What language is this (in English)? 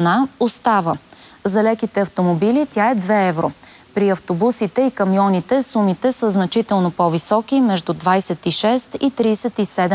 Bulgarian